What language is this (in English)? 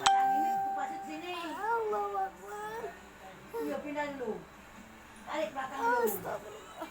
Musi